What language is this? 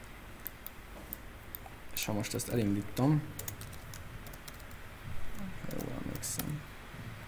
Hungarian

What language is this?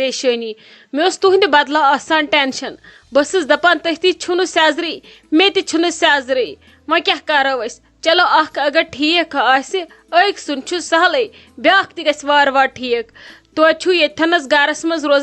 Kashmiri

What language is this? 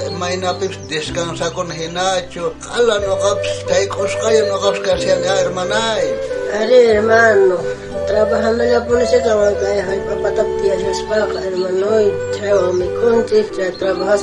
South Bolivian Quechua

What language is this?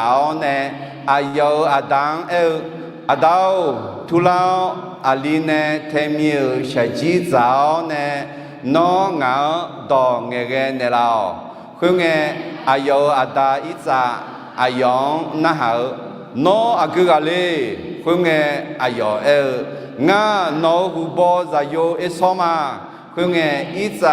Akha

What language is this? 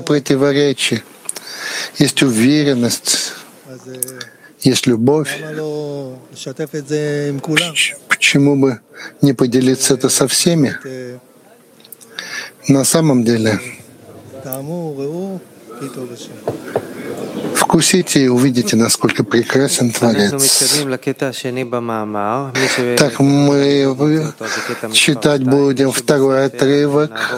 Russian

